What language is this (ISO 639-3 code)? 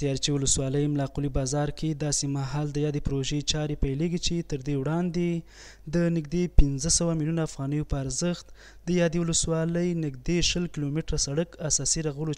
pus